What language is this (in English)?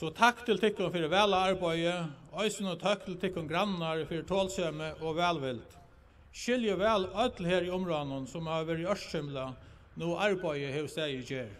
Faroese